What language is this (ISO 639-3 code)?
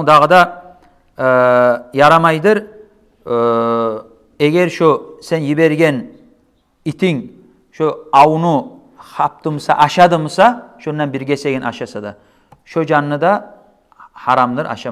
kum